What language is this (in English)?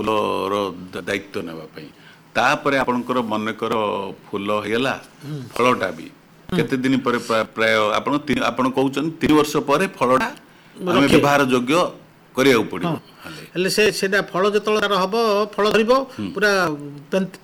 Odia